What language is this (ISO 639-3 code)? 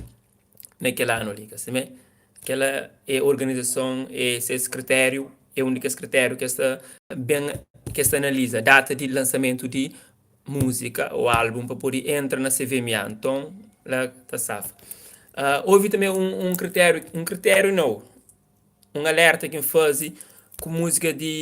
kea